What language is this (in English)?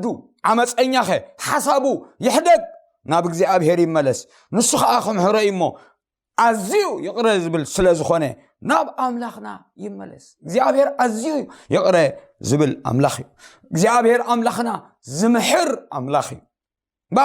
Tigrinya